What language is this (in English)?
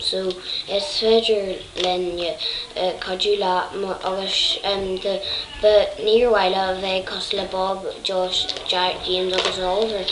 Irish